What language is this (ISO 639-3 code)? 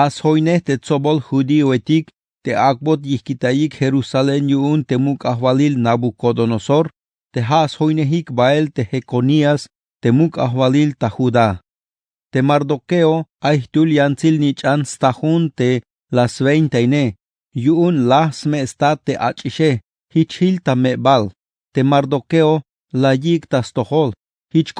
tzh